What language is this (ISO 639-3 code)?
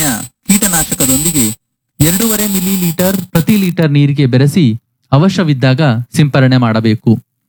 kan